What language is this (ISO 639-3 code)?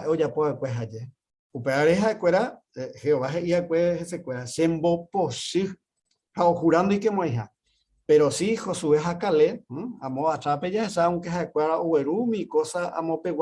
grn